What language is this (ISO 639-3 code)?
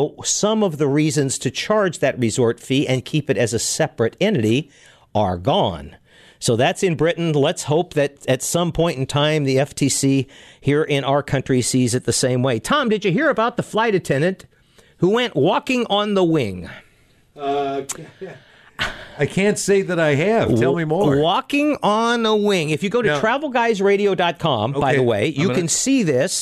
eng